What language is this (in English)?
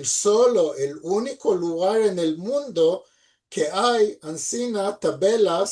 Ladino